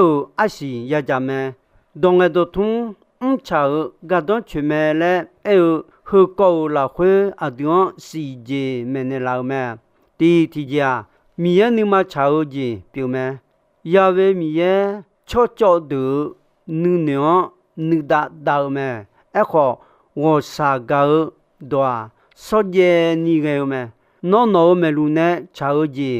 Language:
Akha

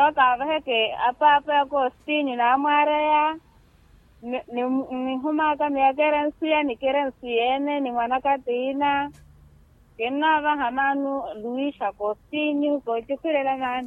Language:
Makhuwa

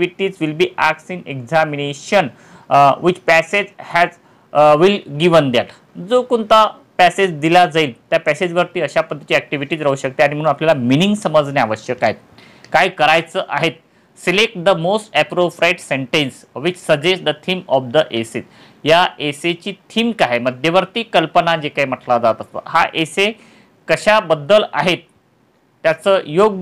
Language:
Marathi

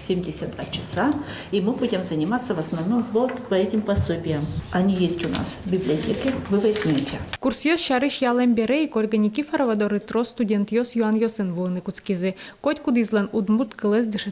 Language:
Udmurt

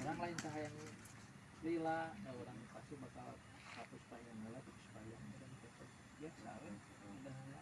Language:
Sundanese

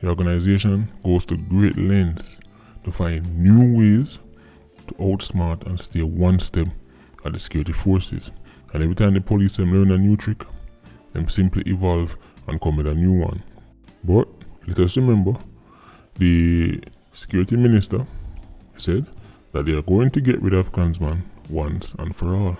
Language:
Jamaican Creole English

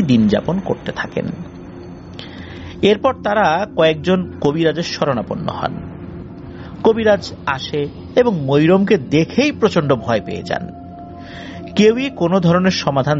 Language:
Bangla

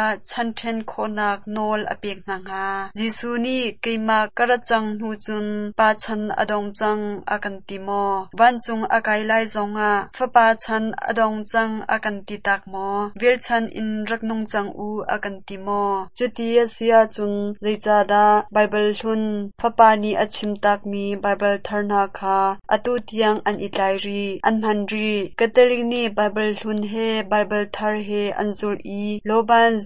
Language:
Hakha Chin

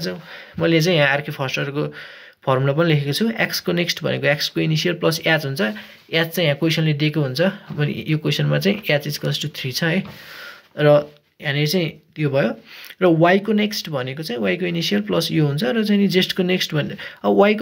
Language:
Nepali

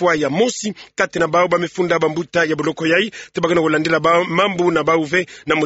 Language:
Kituba (Democratic Republic of Congo)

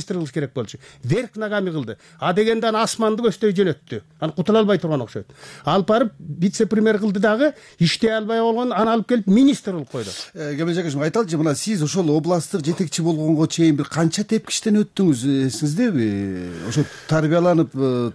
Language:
Kyrgyz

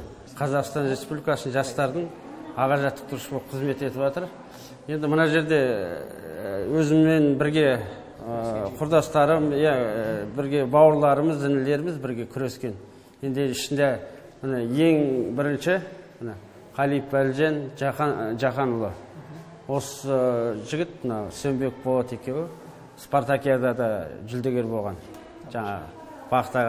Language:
Kazakh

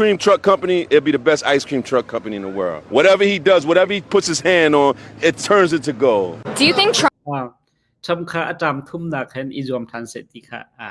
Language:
Hakha Chin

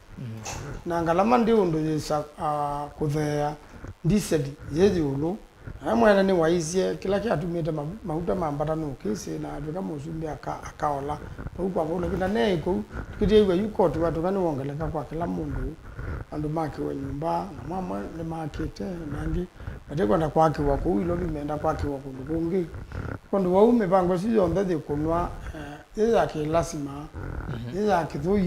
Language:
Kamba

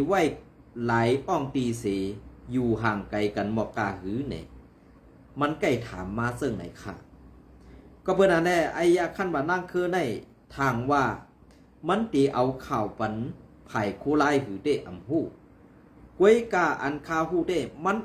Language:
Shan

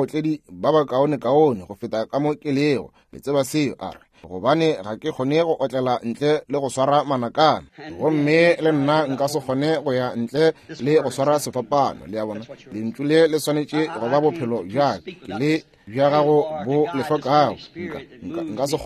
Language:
Northern Sotho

